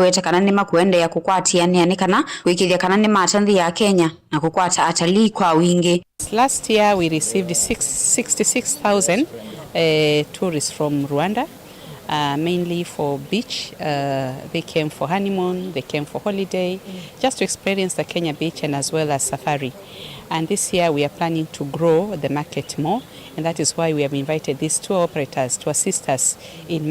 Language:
Kamba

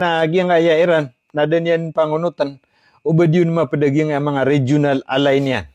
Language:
Maranao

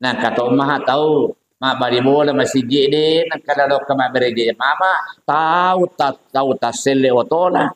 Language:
Buginese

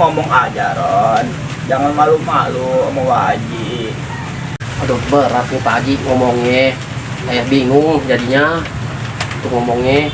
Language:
Betawi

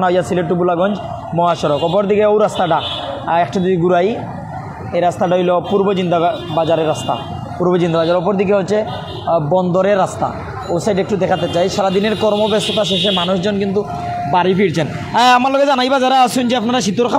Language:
Sylheti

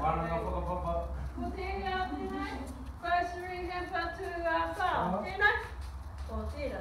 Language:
Māori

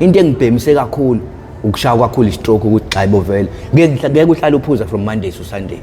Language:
Zulu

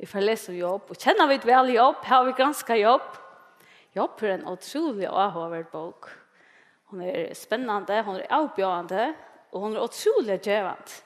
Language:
Faroese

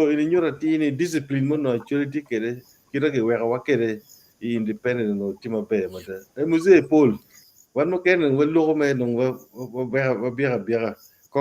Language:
Acoli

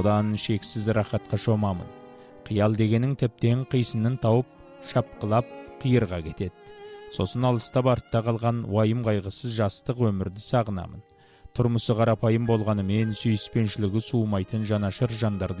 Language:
Kazakh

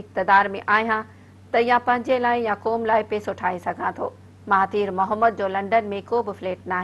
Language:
Sindhi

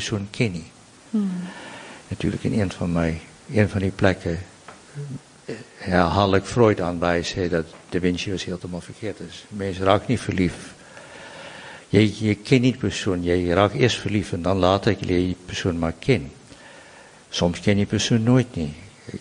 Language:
Afrikaans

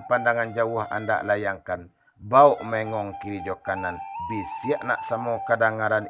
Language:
Minangkabau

